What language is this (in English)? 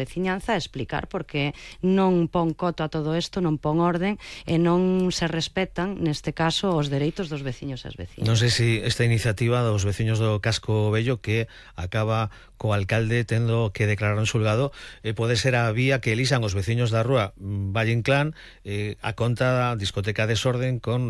Galician